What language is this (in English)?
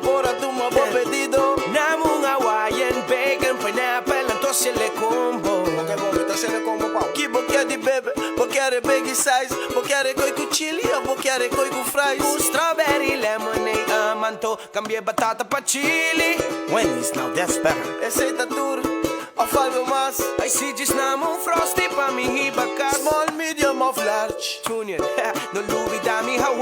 Papiamento